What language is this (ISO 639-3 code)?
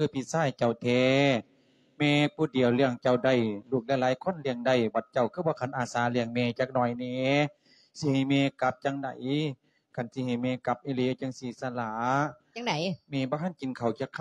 lao